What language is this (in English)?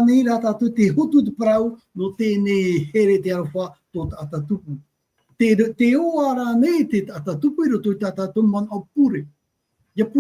Tahitian